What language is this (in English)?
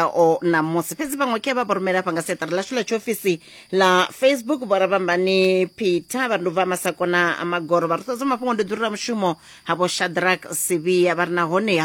Venda